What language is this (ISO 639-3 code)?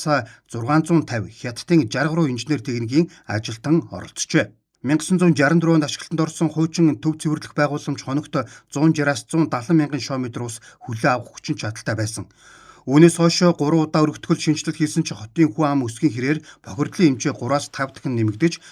mon